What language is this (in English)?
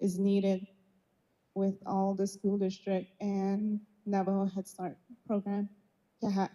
Navajo